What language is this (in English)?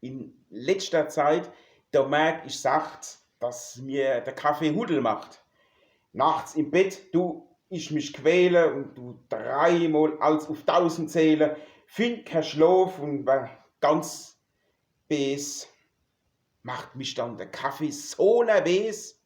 Palatine German